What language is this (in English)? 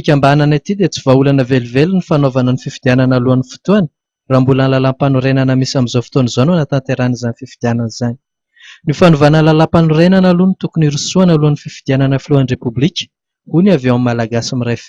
Malagasy